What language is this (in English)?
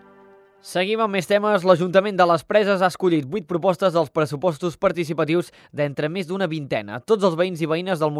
Catalan